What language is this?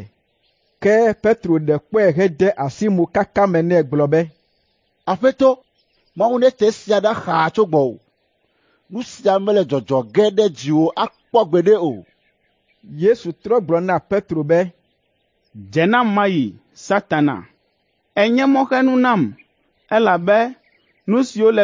Ewe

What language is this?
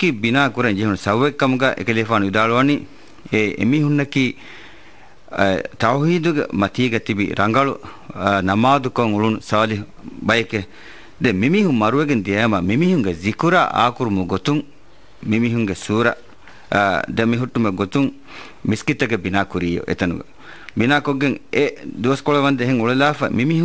Divehi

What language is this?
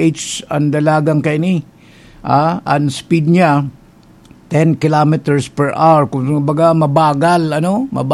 Bikol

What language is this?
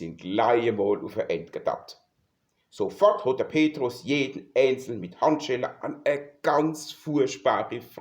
Palatine German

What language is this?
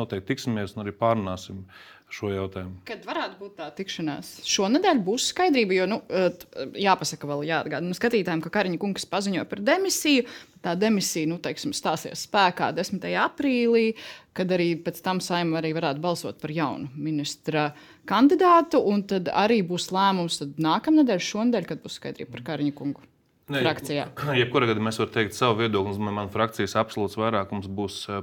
Latvian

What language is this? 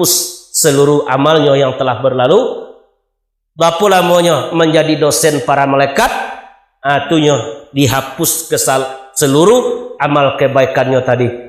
Minangkabau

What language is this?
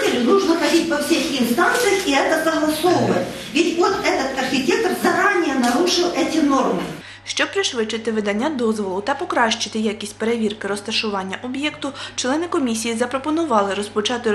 Ukrainian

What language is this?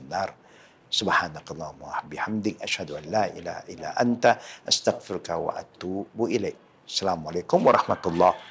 Malay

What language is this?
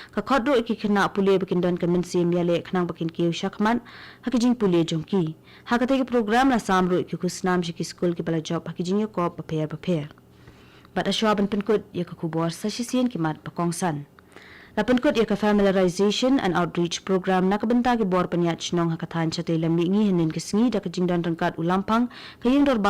Khasi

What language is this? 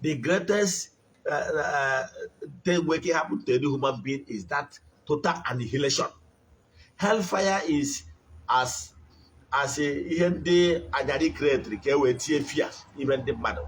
Igbo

